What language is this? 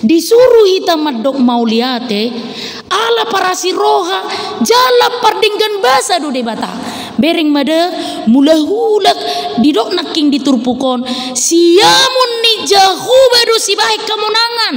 Batak Toba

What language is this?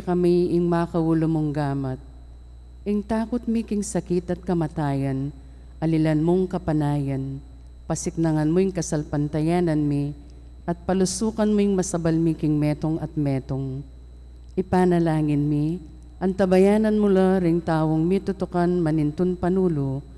Pampanga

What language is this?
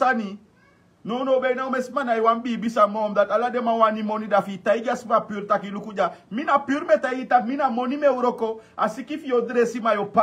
Sranan Tongo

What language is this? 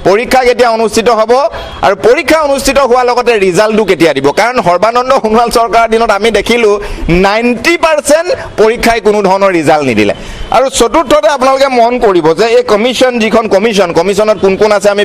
Assamese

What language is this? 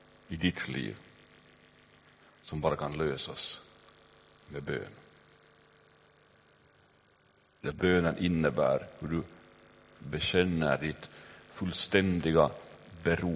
Swedish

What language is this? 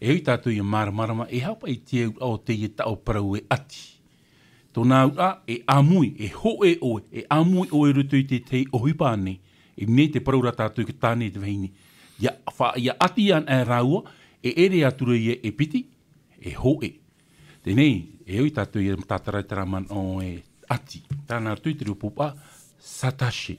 Tahitian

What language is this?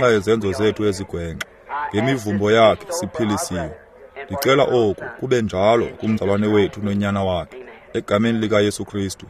Xhosa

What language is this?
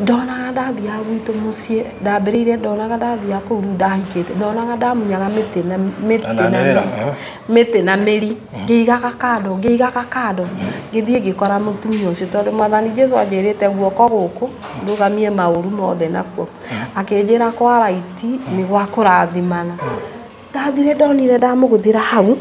Kikuyu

